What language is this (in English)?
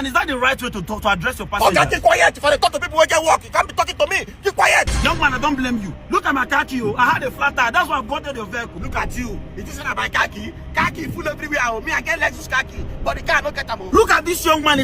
Nigerian Pidgin